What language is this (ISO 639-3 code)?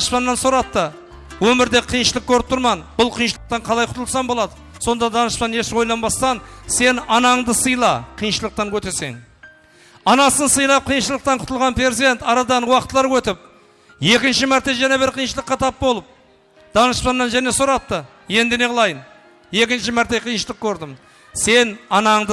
kaa